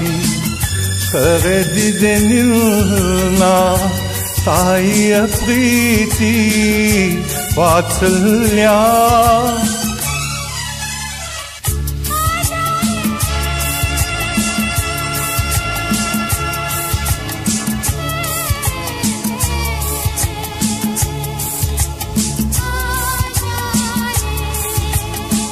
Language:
Kannada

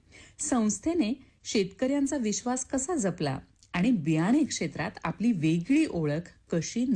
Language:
Marathi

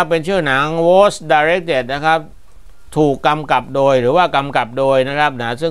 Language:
Thai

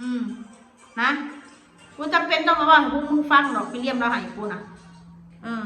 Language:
Northeastern Thai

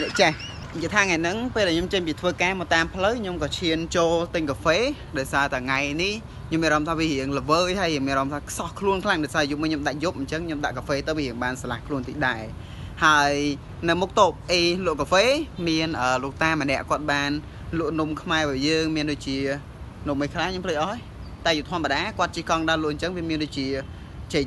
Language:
Khmer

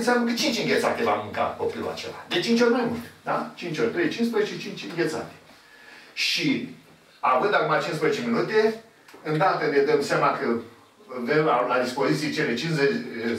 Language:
Romanian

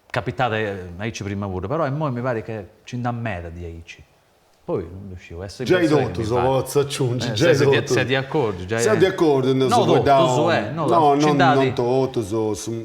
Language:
Sardinian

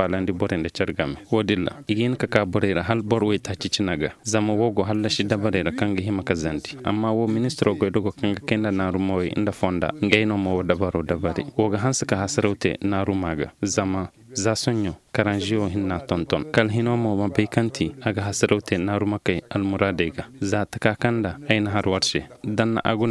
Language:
Koyraboro Senni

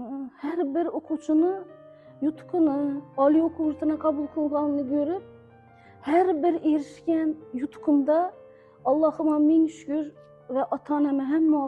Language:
Uzbek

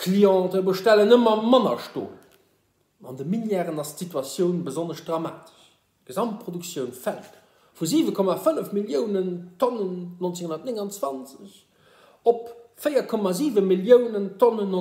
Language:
Luxembourgish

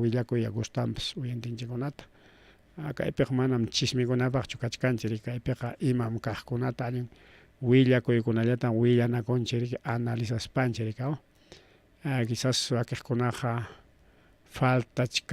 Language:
Ayacucho Quechua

